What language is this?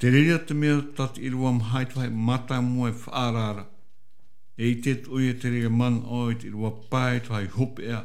Tahitian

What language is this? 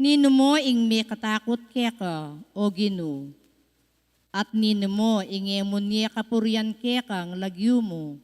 Pampanga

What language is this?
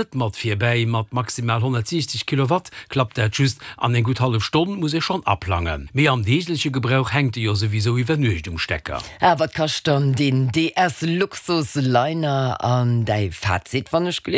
Luxembourgish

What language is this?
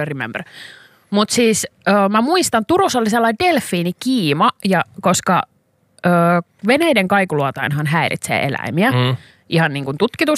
Finnish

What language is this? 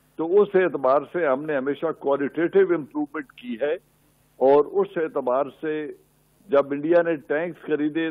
Urdu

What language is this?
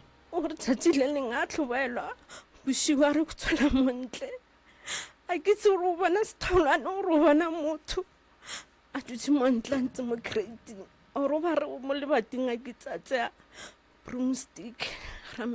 Northern Sotho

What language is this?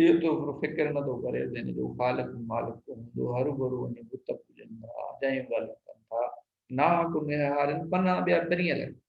Sindhi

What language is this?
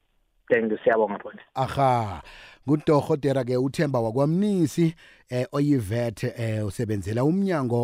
Swati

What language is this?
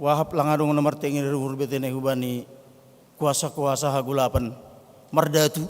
Batak Simalungun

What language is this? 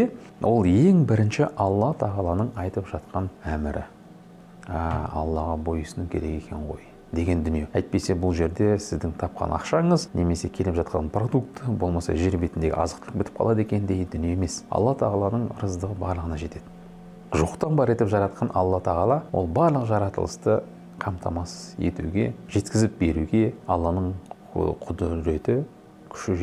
Kazakh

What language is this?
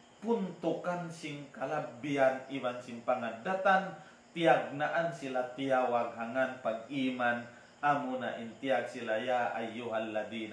Tausug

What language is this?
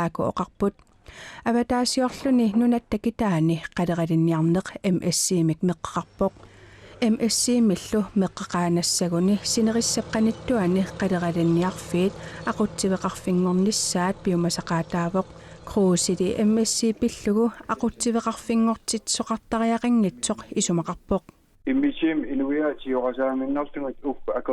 Kalaallisut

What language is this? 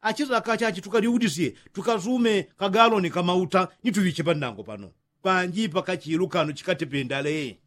Yao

